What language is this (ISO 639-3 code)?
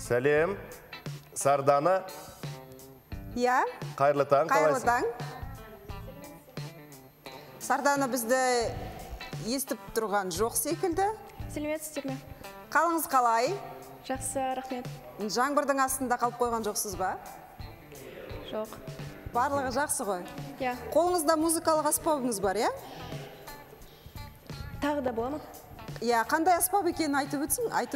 kaz